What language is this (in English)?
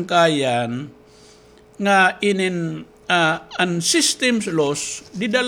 Waray